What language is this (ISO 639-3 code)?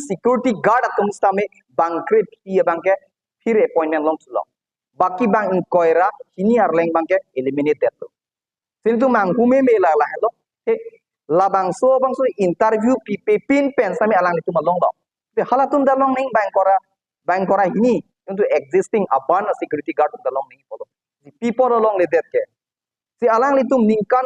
mjw